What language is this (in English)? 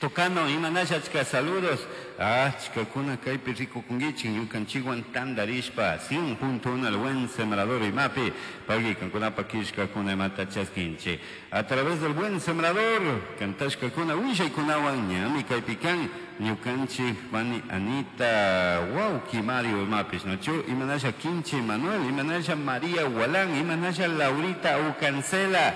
Chimborazo Highland Quichua